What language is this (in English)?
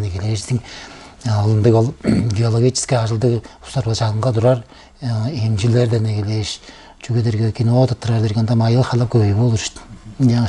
Tuvinian